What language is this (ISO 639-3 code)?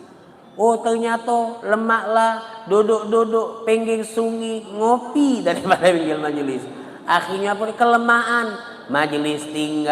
mui